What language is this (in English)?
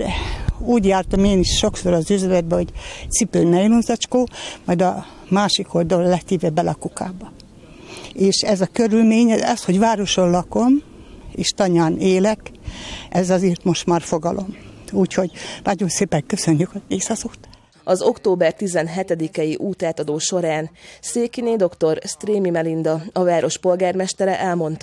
Hungarian